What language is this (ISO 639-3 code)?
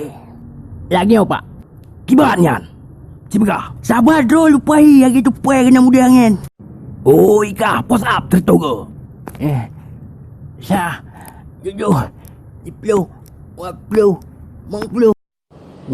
ace